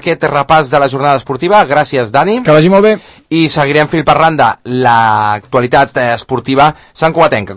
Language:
Catalan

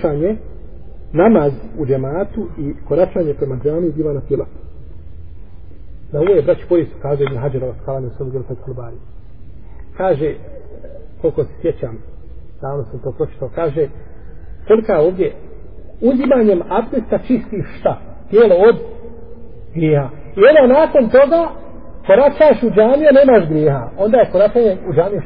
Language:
Bosnian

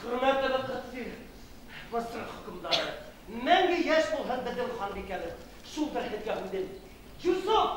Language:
Bashkir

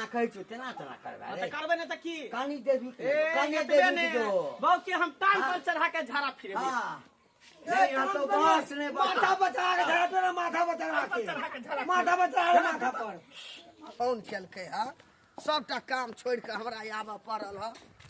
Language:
Maithili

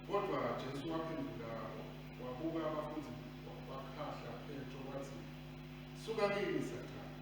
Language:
Swati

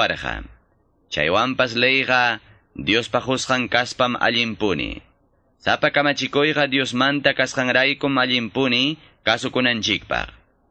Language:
Quechua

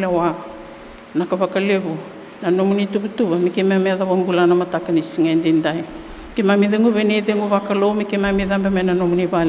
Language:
Fijian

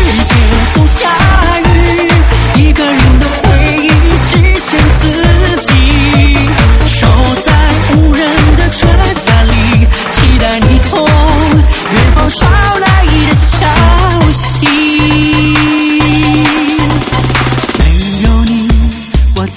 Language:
Chinese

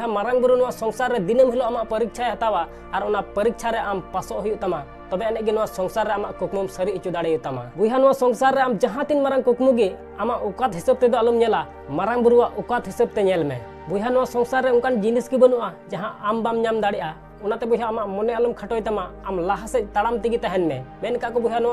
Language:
Santali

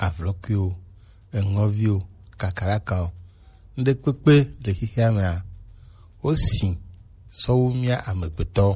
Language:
Gen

